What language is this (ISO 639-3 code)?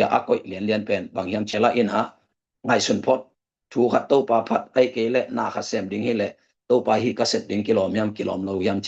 ctd